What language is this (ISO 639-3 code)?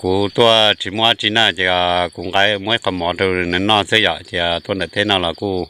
hmn